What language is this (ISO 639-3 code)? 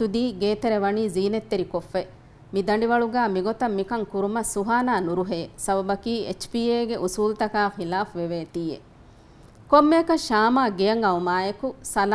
div